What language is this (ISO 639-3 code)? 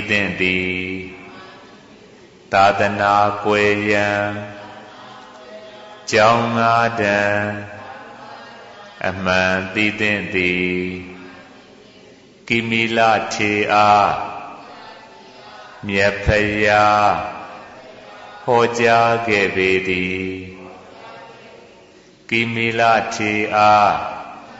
mya